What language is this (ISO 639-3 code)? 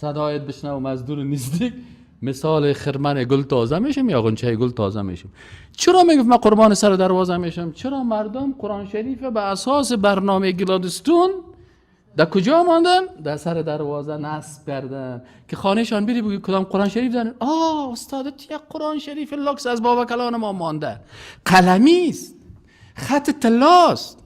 fas